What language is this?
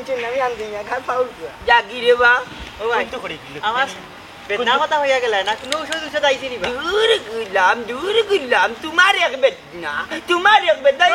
Sylheti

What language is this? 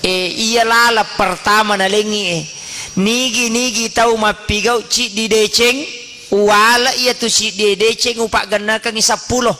Buginese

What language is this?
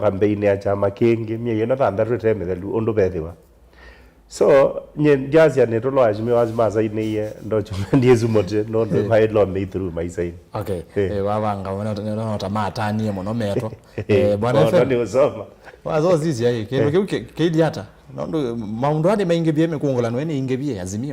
Kamba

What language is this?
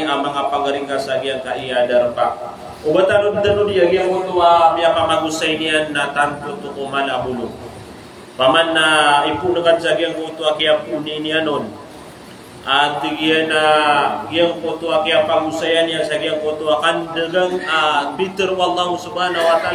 Maranao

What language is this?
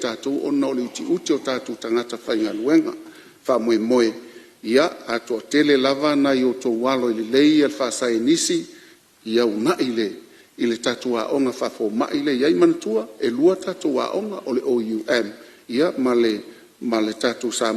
Samoan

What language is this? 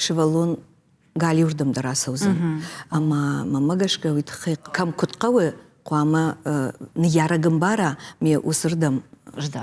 Ossetic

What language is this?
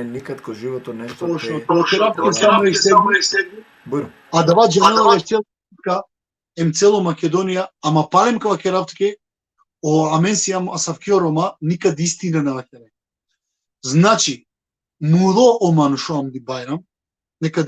Balkan Romani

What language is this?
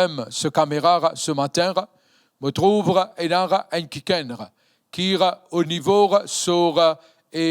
Morisyen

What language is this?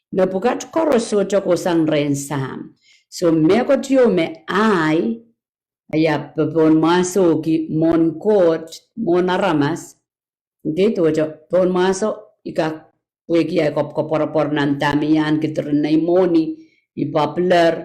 Pohnpeian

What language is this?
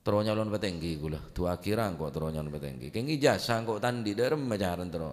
Madurese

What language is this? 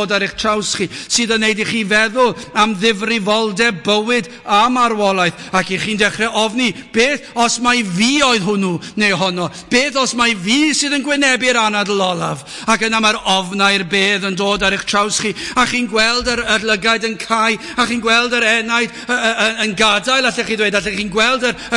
Welsh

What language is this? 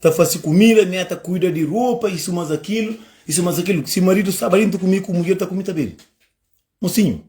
Kabuverdianu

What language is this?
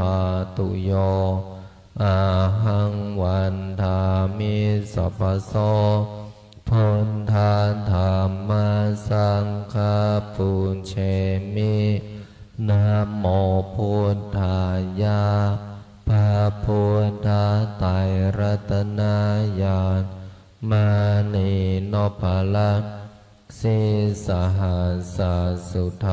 Pali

